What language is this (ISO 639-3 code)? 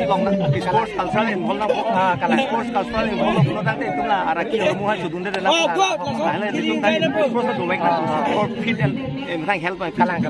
mjw